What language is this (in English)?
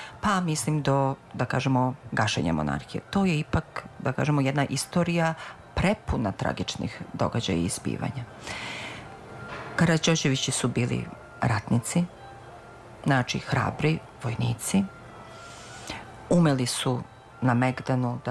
Serbian